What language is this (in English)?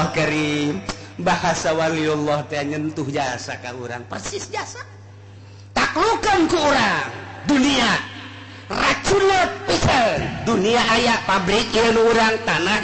Sundanese